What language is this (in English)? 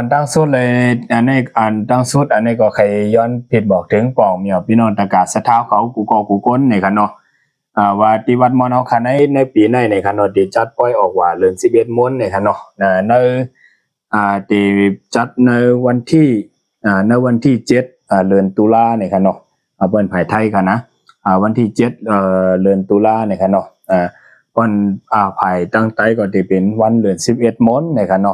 Shan